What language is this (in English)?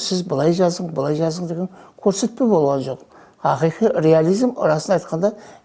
Kara-Kalpak